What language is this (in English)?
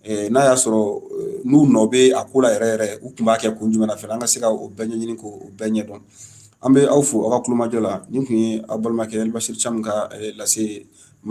Bambara